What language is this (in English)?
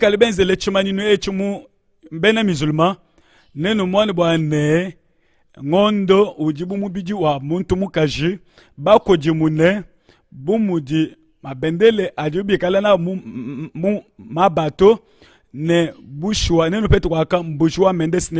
Luba-Lulua